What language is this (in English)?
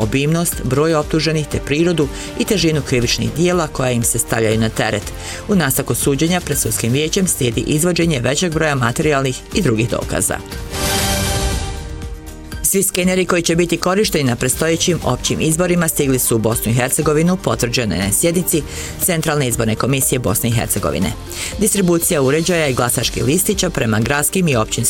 Bosnian